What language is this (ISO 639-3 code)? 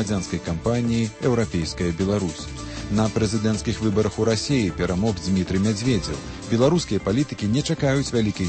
bel